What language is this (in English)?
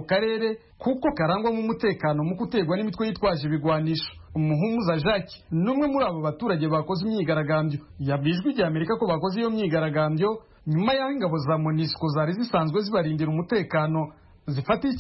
Kinyarwanda